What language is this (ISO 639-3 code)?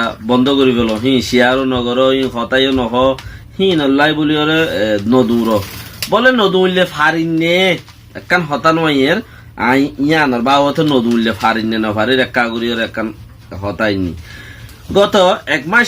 rhg